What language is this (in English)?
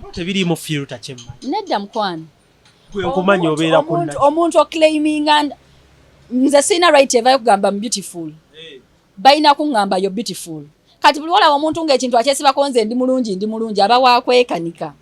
Ganda